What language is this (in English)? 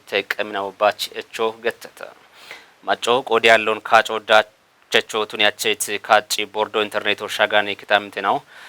Kafa